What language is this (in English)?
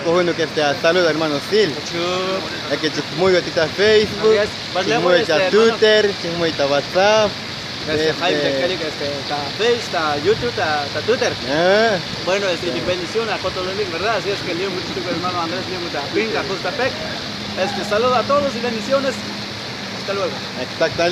Tzotzil